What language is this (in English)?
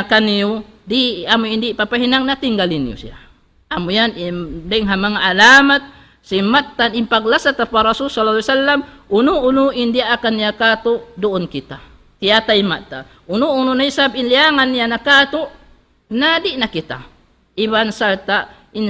Tausug